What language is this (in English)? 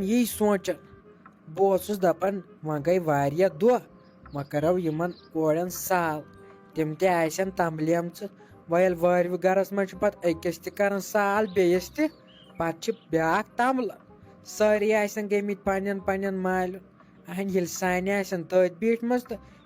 Kashmiri